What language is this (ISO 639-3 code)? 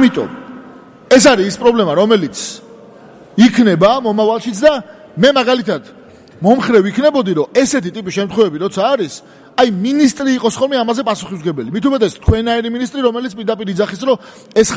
kat